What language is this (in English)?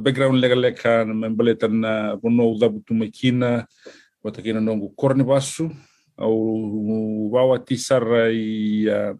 Fijian